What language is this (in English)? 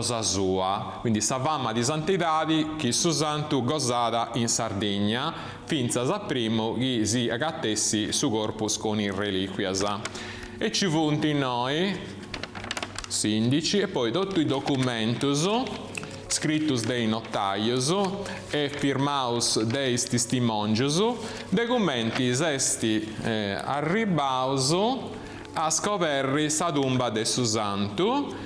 Sardinian